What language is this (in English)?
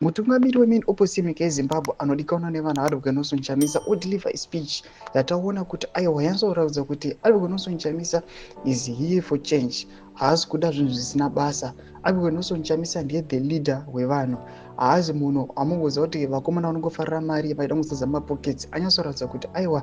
Shona